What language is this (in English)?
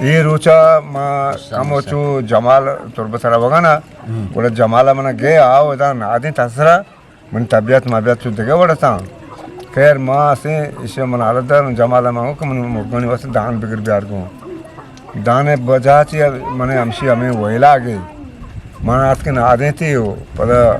Eastern Balochi